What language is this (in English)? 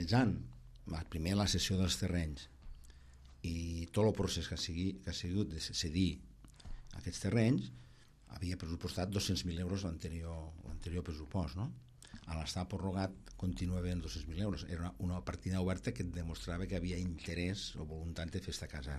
Catalan